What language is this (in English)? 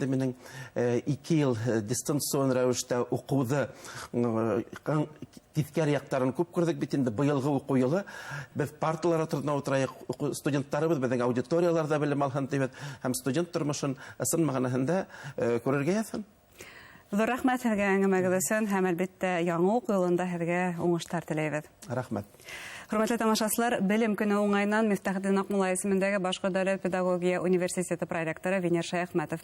Bashkir